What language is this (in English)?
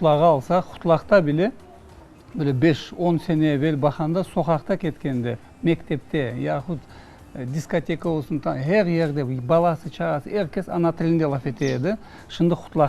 Crimean Tatar